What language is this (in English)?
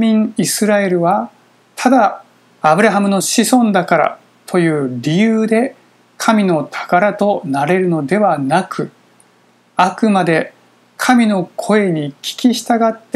Japanese